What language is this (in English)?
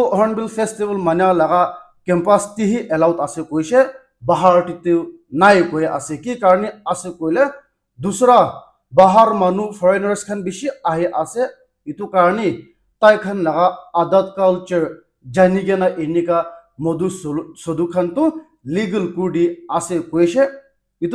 Naga Pidgin